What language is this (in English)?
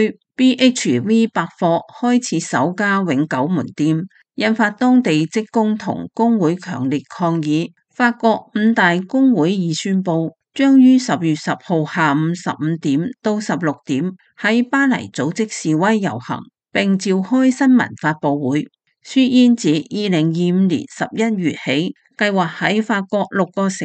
Cantonese